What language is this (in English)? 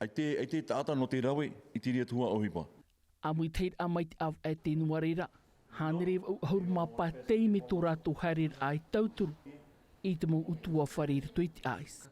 Tahitian